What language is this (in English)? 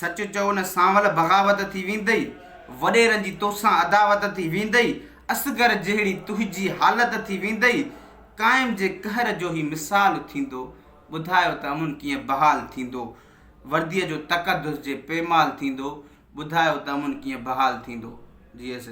Sindhi